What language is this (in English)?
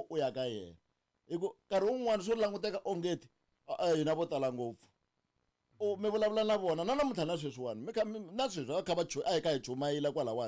Tsonga